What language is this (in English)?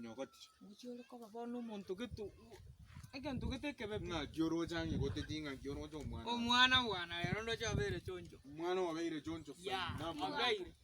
Gusii